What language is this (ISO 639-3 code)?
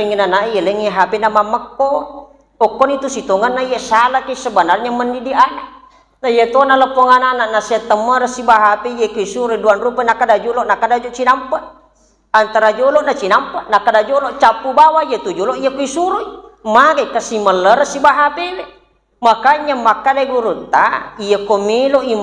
bug